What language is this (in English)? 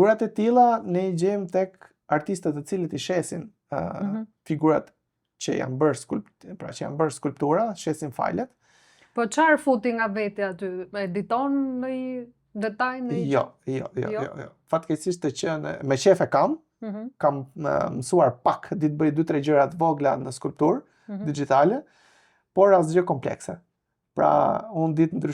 Albanian